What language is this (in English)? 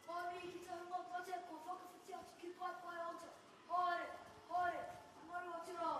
Māori